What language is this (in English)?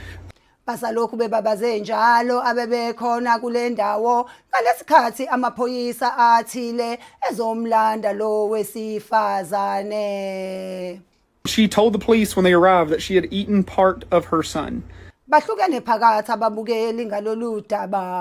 Zulu